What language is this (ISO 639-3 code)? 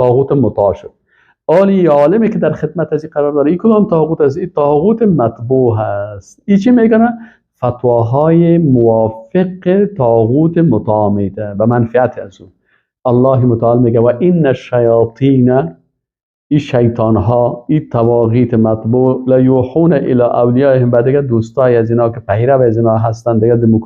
fas